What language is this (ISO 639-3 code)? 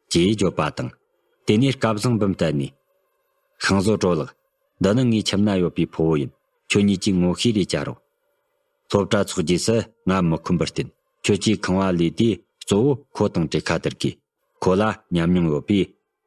bod